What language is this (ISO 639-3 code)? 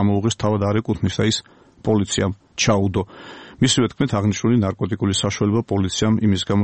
kat